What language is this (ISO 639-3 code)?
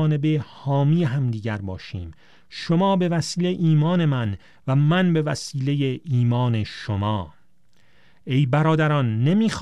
fas